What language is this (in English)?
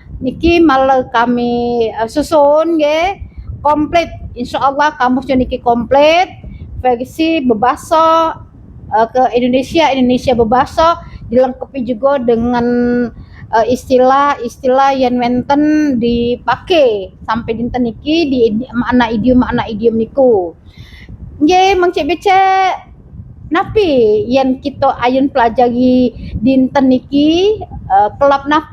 Musi